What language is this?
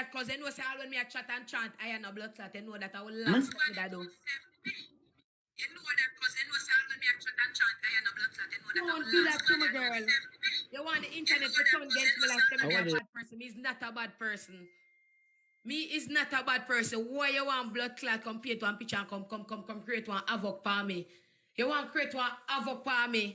Jamaican Creole English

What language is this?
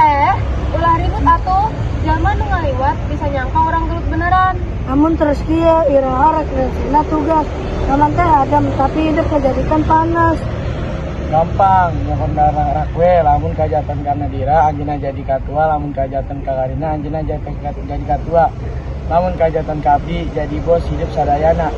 Sundanese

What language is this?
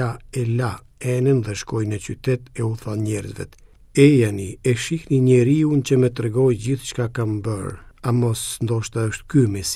Albanian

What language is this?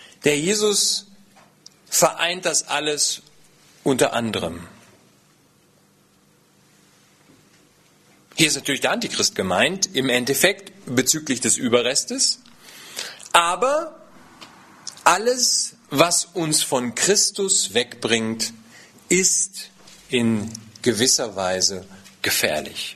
German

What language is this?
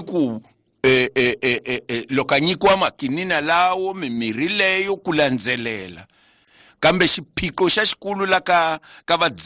Tsonga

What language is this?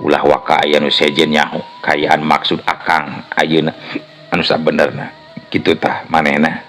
Sundanese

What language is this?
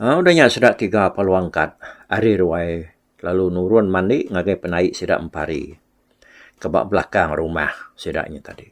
Iban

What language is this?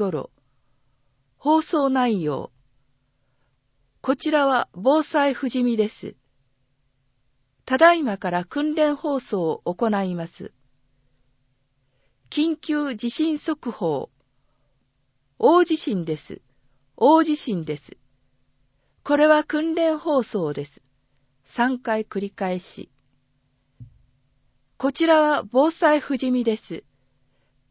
Japanese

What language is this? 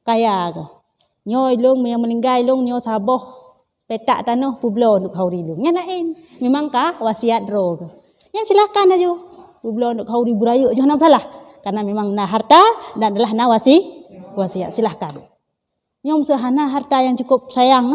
Achinese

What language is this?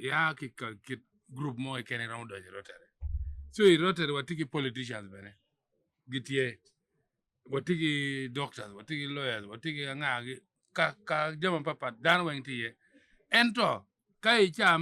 Acoli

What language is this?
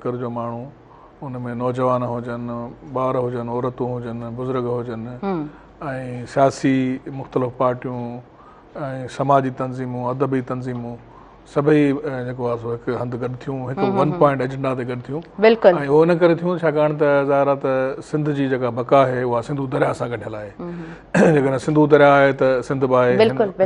Sindhi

